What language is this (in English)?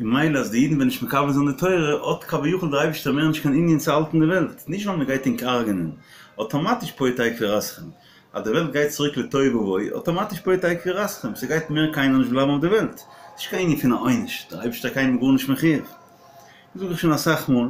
Yiddish